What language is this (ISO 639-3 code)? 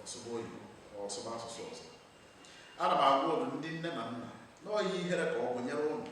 ibo